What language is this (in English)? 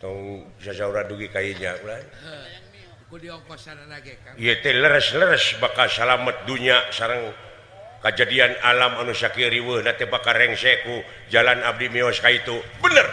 Sundanese